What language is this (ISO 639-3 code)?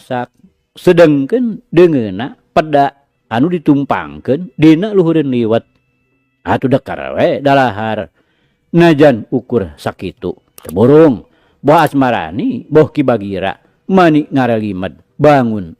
sun